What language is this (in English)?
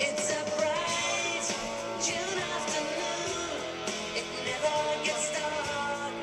Faroese